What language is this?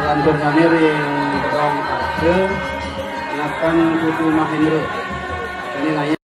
Balinese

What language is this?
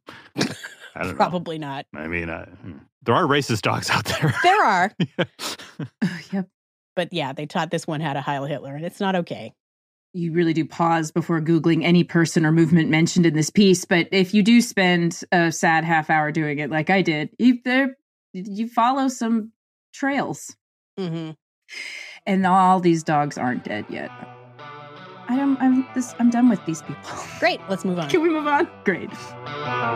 English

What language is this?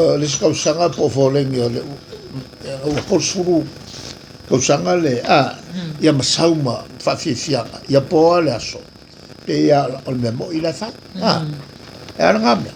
Samoan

